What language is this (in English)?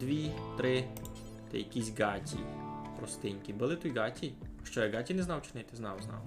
Rusyn